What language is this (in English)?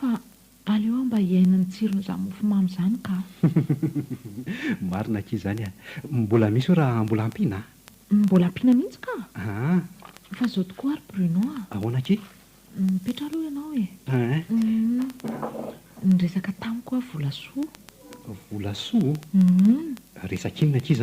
Malagasy